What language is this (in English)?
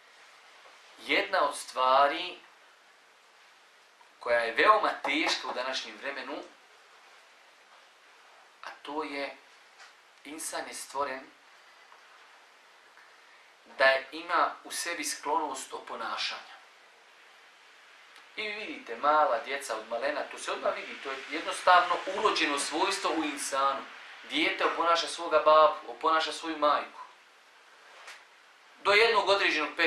Bosnian